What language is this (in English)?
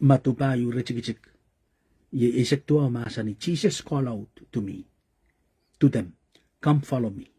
Pohnpeian